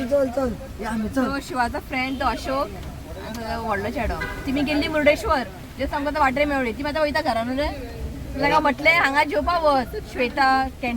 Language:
Konkani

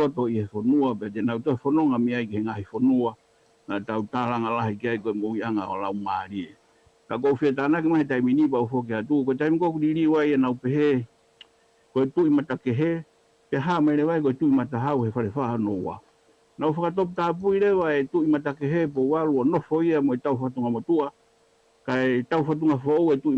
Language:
Tongan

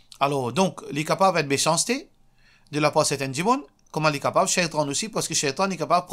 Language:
Morisyen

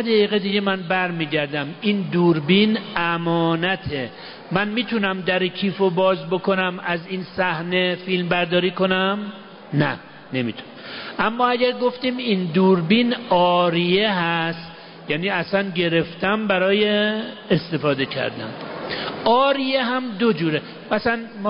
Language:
Persian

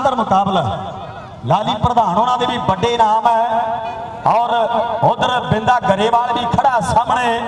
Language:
Punjabi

